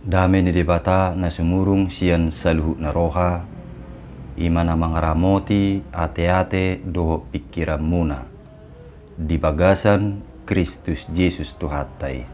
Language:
Batak Toba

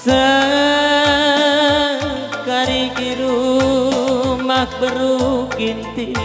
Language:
Batak Karo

